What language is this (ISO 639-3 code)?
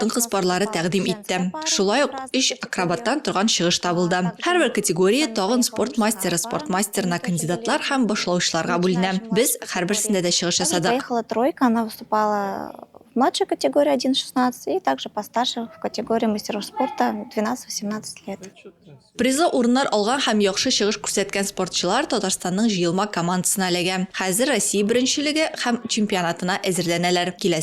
tat